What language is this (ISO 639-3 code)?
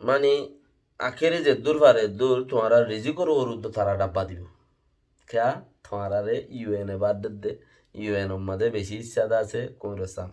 rhg